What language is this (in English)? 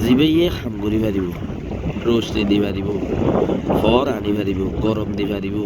Rohingya